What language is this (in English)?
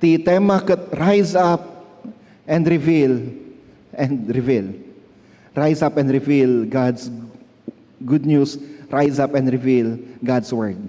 Iloko